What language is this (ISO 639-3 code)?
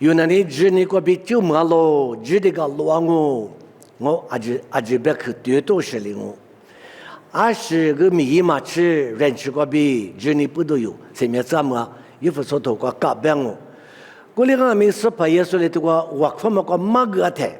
lis